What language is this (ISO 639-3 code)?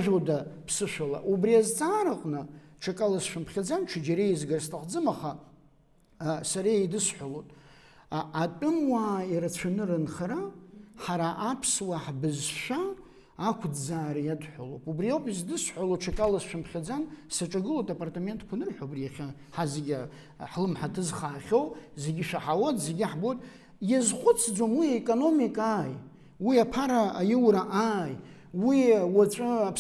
abk